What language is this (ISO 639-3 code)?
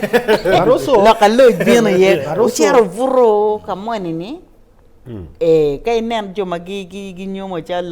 ach